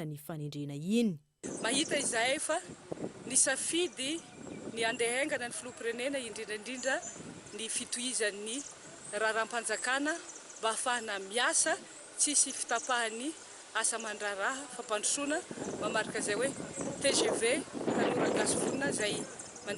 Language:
Malagasy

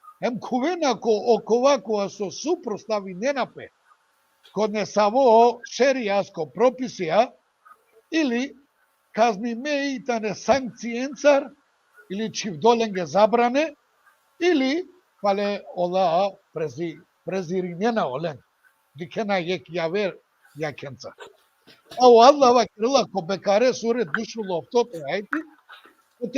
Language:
Balkan Romani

